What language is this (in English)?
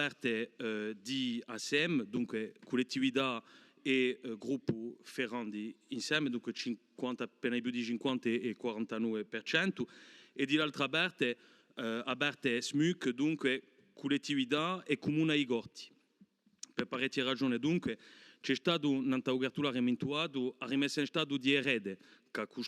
Corsican